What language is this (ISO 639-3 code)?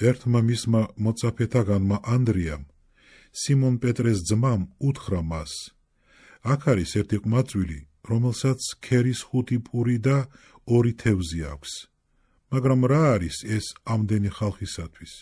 kat